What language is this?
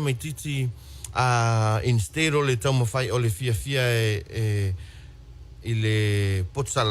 Samoan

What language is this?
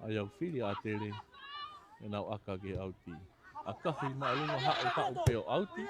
Tongan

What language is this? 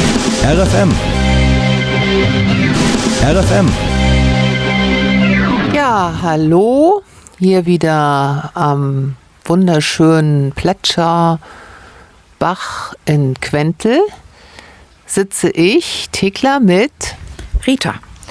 German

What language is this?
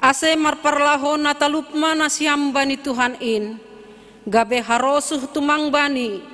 Batak Simalungun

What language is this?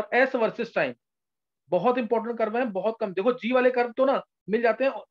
Hindi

